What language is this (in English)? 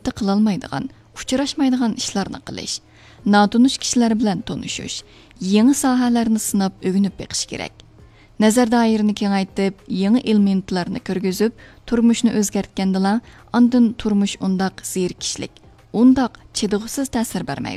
Uyghur